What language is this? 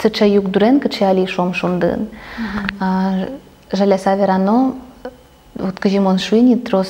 Udmurt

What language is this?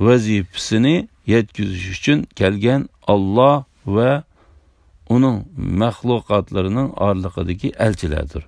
Uyghur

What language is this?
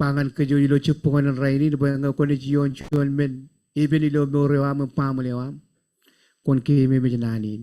Marshallese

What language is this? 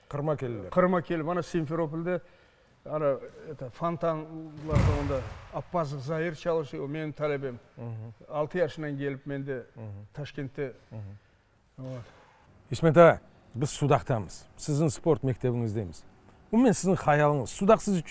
Crimean Tatar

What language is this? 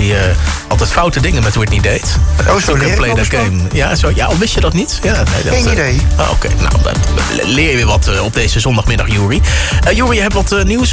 Dutch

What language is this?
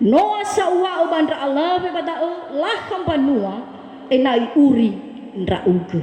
Nias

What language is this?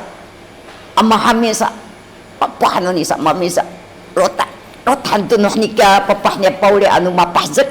Sakizaya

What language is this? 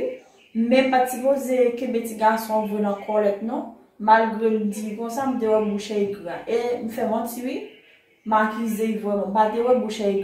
Haitian Creole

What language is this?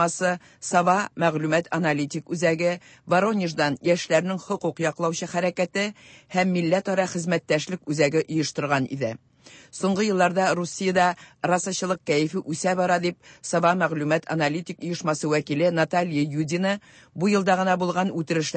Tatar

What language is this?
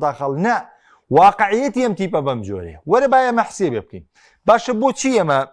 Central Kurdish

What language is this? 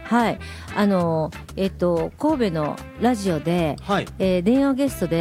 Japanese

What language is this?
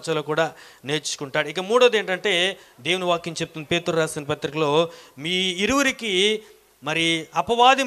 Telugu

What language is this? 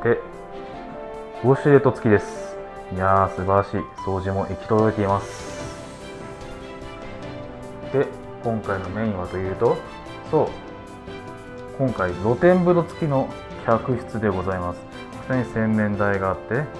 Japanese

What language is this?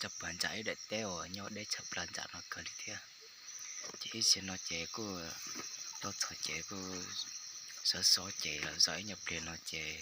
Hmong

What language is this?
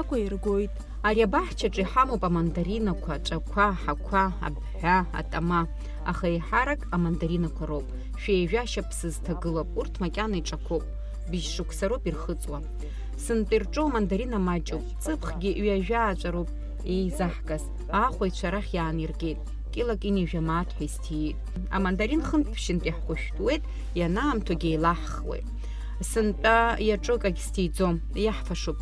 Abkhazian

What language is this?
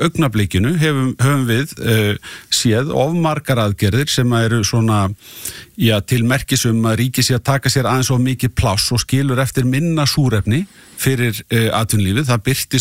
Icelandic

